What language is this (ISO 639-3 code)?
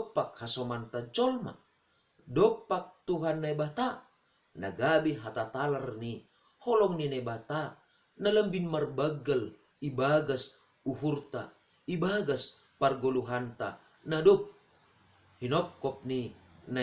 bts